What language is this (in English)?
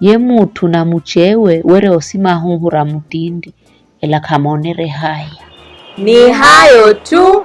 Giryama